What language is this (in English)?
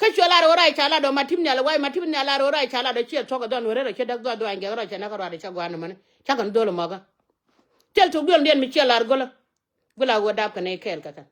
Nuer